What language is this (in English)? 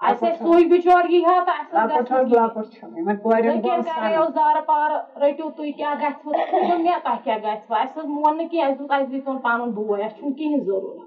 Kashmiri